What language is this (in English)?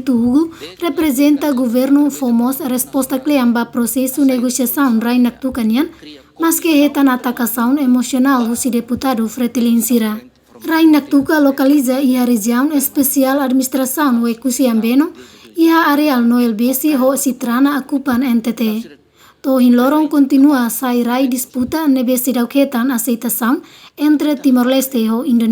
Tetum